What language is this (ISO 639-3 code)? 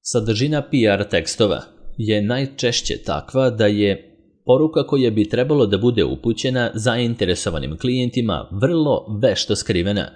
srp